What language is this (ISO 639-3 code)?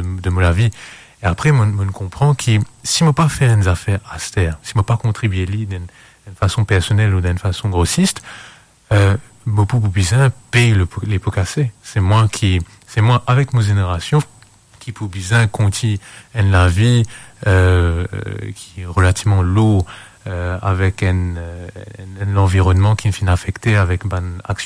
mfe